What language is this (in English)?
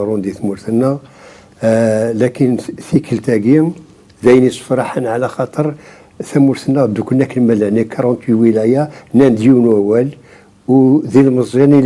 Kabyle